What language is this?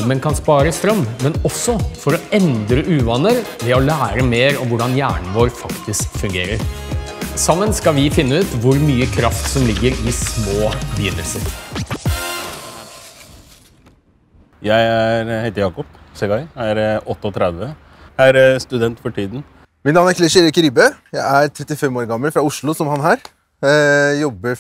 Norwegian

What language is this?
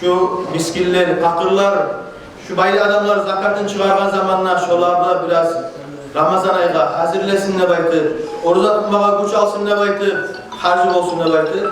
Kumyk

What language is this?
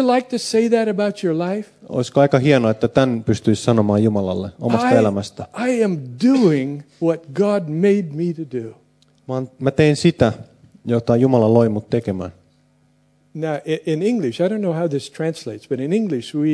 Finnish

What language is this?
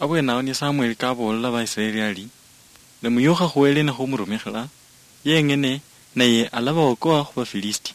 Luyia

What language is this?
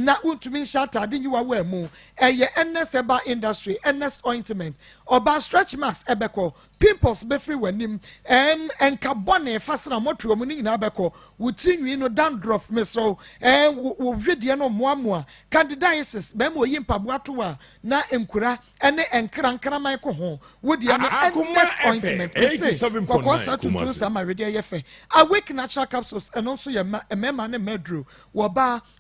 Akan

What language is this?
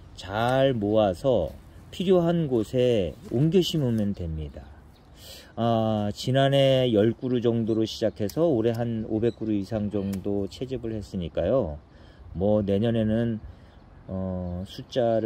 Korean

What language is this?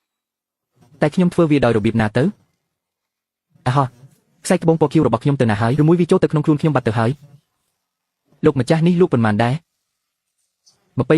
Khmer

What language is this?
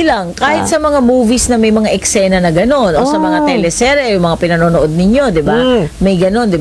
Filipino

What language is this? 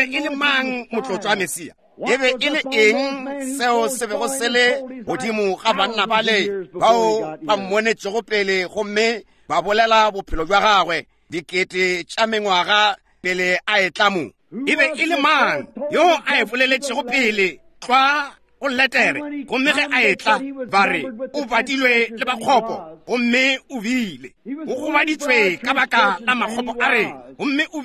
Northern Sotho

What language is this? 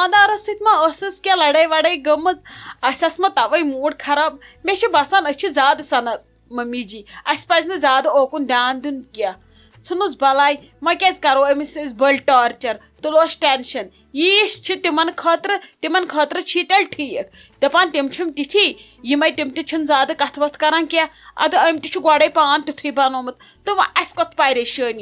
Kashmiri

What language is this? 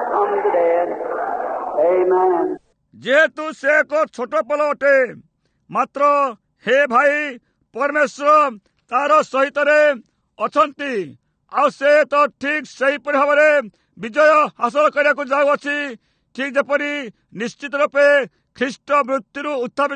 Odia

